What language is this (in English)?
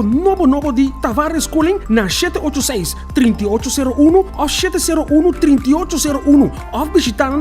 Papiamento